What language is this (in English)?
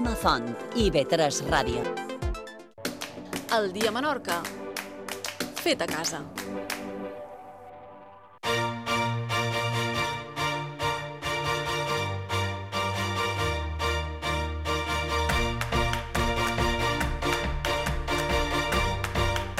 Catalan